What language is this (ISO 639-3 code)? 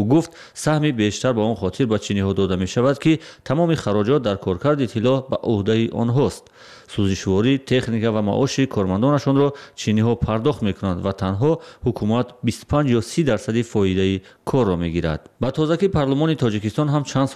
tgk